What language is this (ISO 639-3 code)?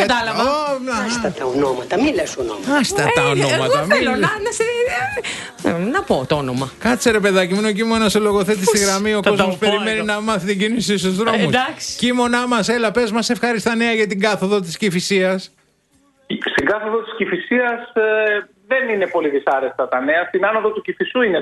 ell